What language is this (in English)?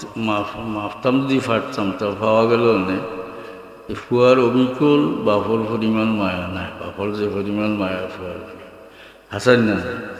Sylheti